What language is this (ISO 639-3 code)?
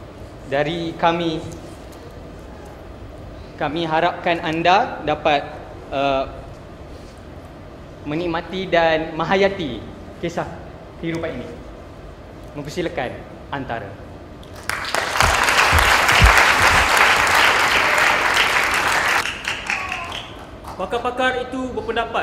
msa